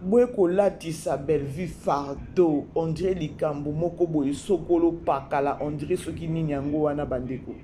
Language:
Lingala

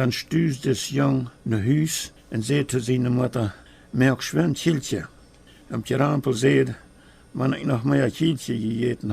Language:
Plautdietsch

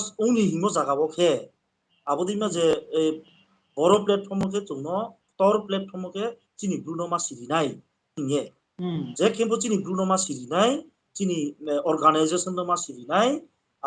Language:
Riang (India)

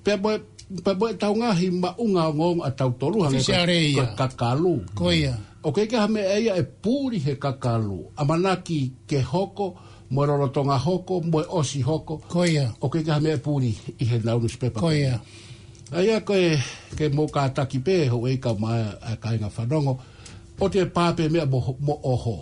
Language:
Tongan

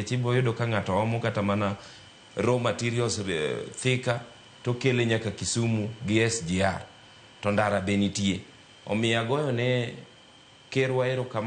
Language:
Luo (Kenya and Tanzania)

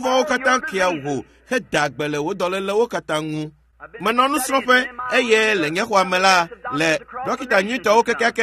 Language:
Ewe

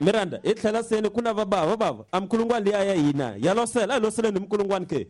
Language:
Tsonga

